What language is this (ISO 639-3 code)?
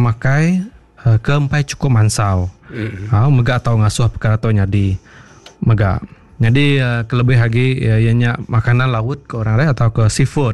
iba